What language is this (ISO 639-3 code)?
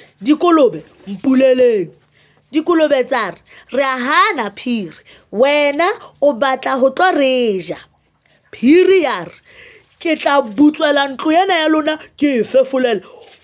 sot